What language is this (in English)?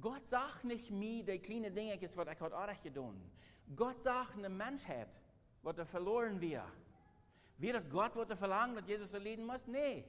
Plautdietsch